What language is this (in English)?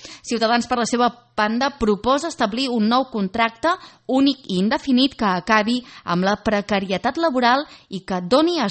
Catalan